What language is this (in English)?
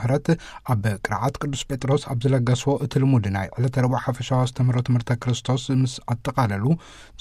Tigrinya